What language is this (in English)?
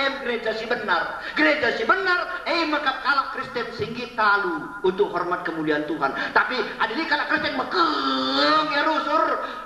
Batak Karo